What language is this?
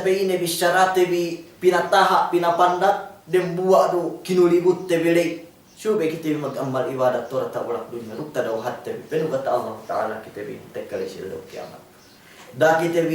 Yakan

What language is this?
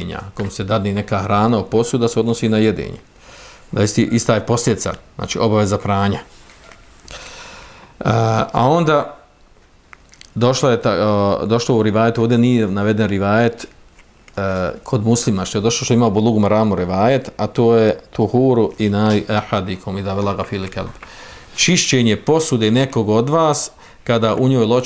Bosnian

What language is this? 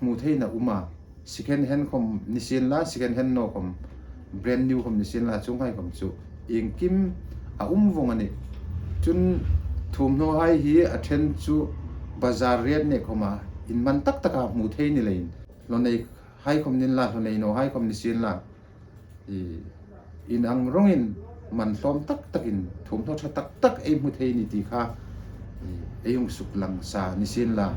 Hmar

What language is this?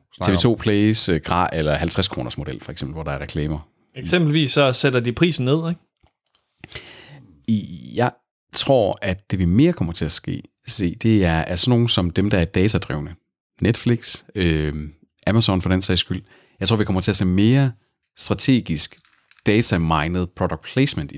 Danish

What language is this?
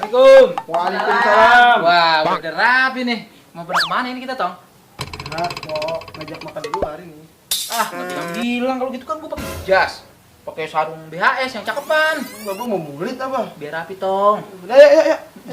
Betawi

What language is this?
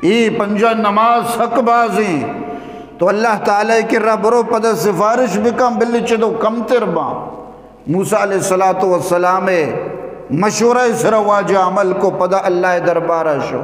Eastern Balochi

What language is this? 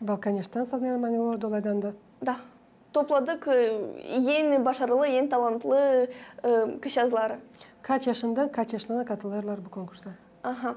Gagauz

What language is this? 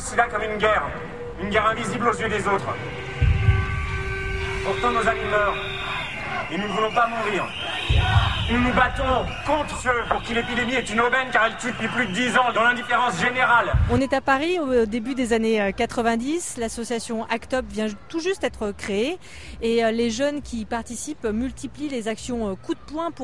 French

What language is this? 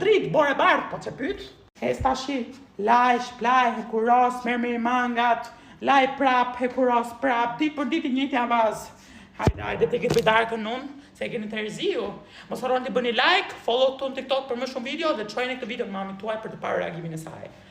Albanian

